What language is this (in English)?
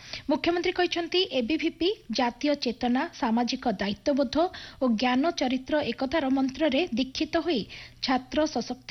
Odia